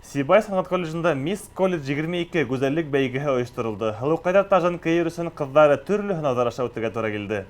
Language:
Bashkir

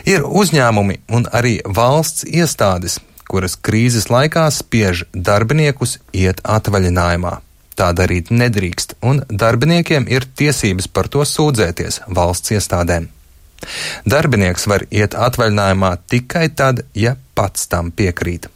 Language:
Latvian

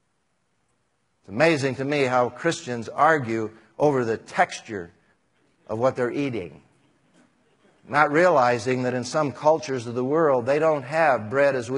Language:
English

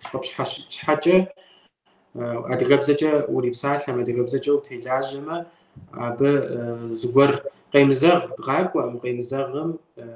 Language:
Kabardian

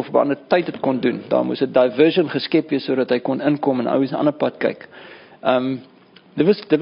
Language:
Afrikaans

